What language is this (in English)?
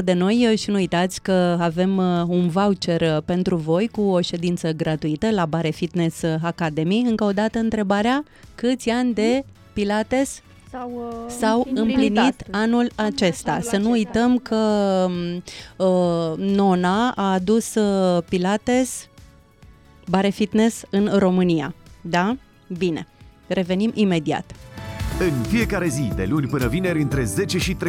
Romanian